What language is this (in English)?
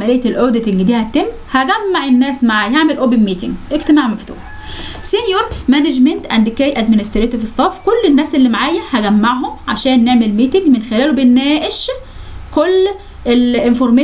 Egyptian Arabic